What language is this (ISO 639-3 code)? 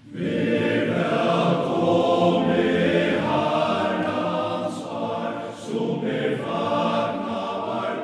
fao